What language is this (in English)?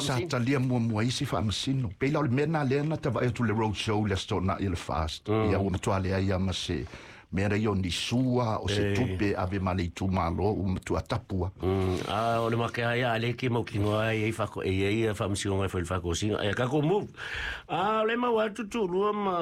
Samoan